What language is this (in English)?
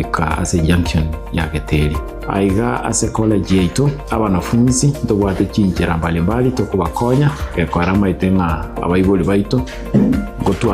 Gusii